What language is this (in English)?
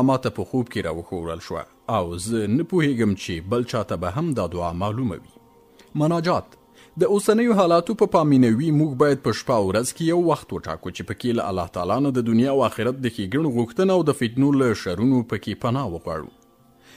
Pashto